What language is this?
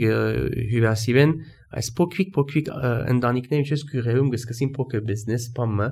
Armenian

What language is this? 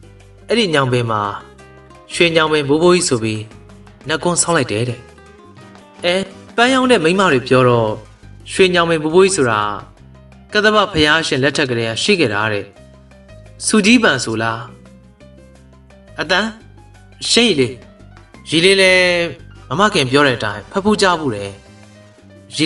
Burmese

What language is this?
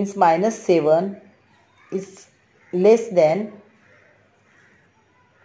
Marathi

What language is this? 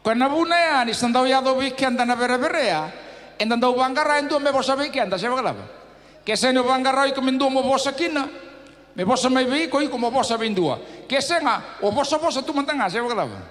Fijian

